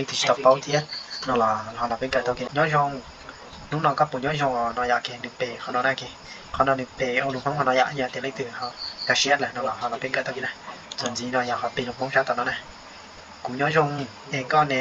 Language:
Hmong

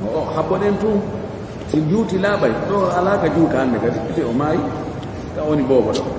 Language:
Pular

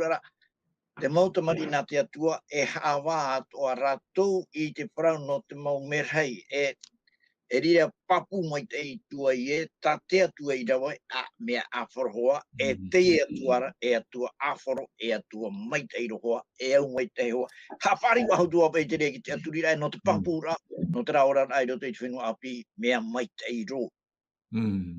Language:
Tahitian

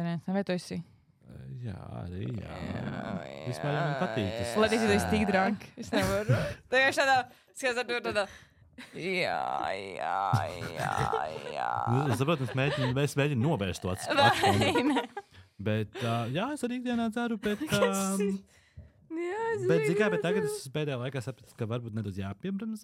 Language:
Latvian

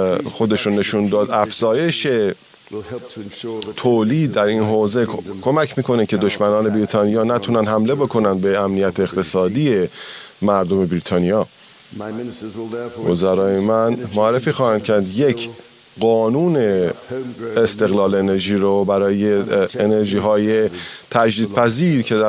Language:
Persian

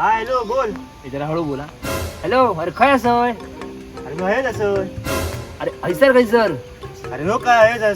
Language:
Konkani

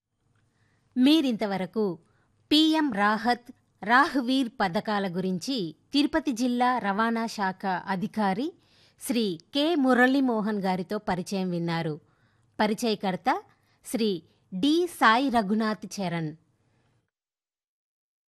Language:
Telugu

